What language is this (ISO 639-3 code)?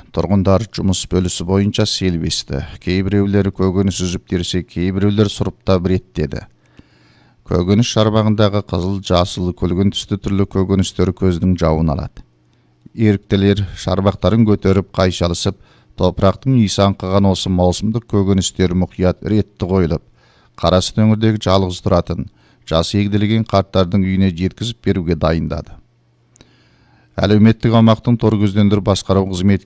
kaz